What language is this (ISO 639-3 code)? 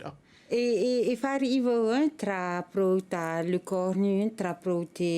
tah